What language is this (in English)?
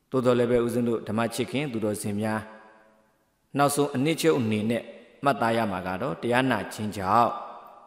Burmese